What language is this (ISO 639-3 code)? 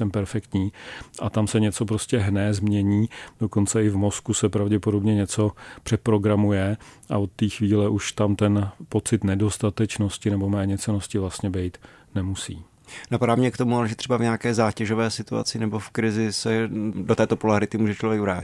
ces